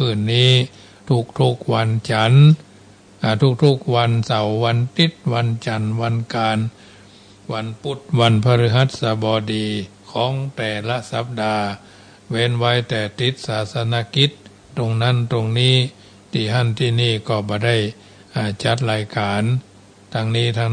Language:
Pali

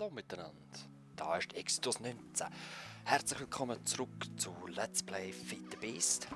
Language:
Swiss German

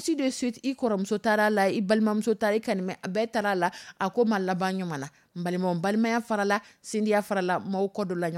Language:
Dyula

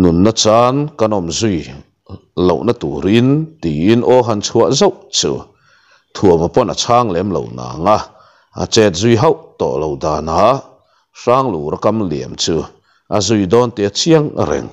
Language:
Mizo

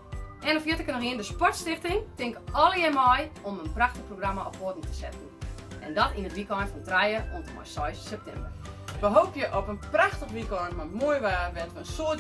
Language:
Western Frisian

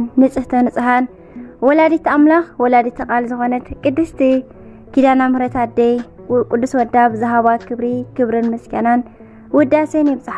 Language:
Tigrinya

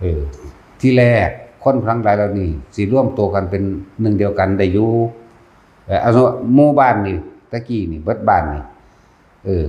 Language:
Northeastern Thai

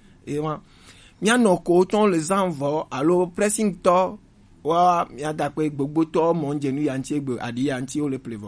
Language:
Gen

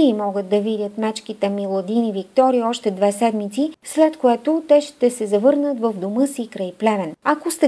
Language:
Bulgarian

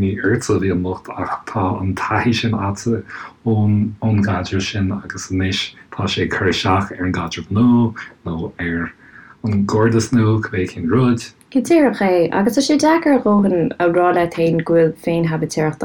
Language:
Irish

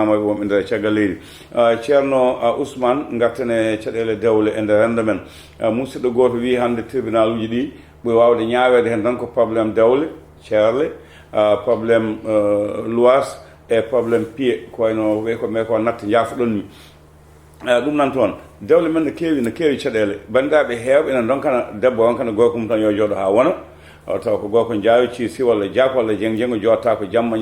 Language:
Fula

